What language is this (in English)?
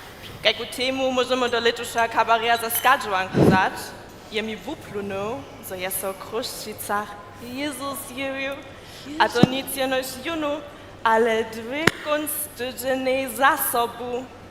Upper Sorbian